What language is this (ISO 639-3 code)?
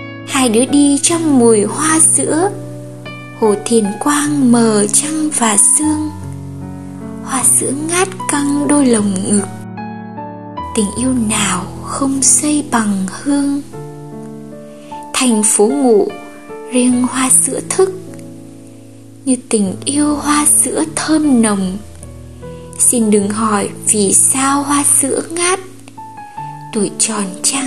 vie